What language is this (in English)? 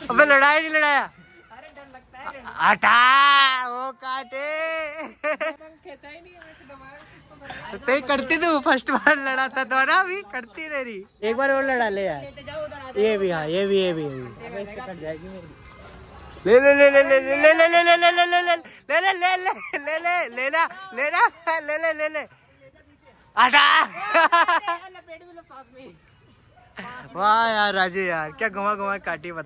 Hindi